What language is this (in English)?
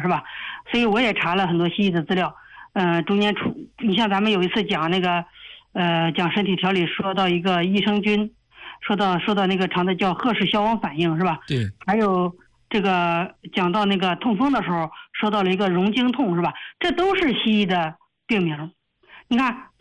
Chinese